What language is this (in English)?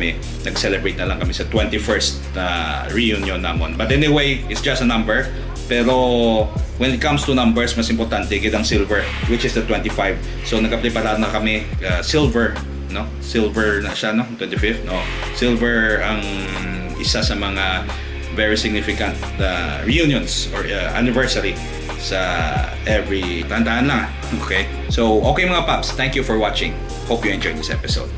Hiligaynon